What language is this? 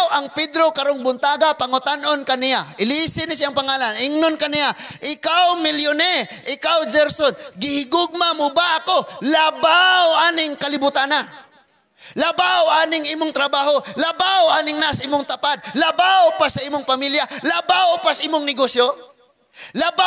Cebuano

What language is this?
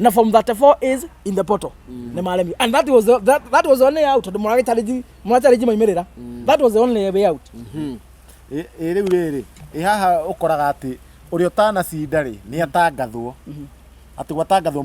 Kikuyu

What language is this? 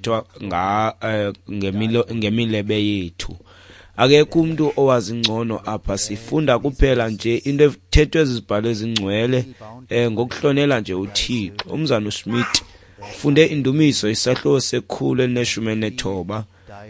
Xhosa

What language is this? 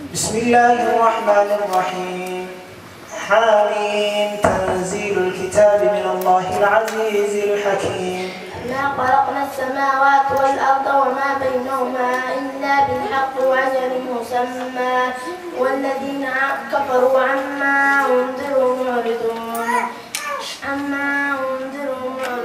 Arabic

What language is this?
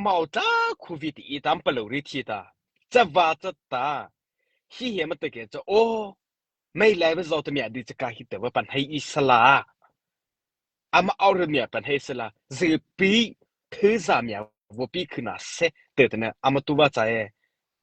Mara Chin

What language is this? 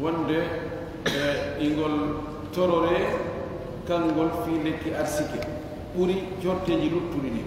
Fula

